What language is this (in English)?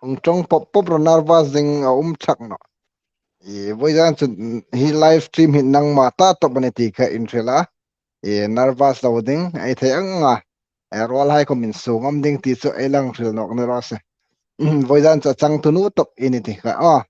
Hmar